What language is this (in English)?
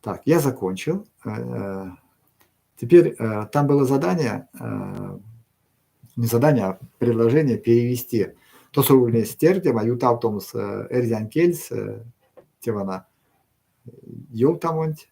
Erzya